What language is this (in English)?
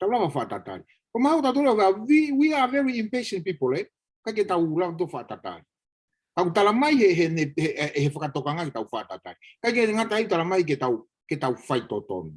Tongan